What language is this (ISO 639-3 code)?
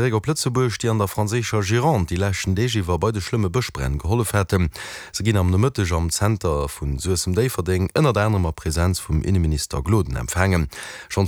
ltz